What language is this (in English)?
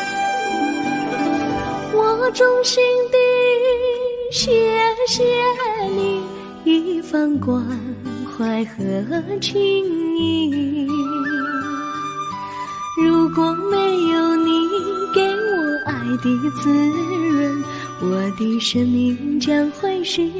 Chinese